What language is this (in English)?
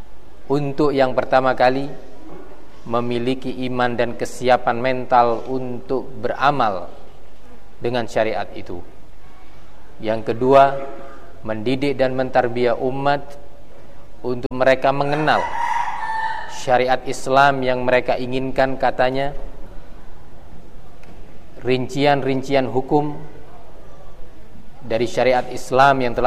Indonesian